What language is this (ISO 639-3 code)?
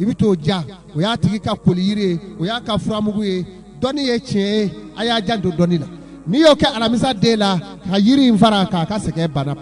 bam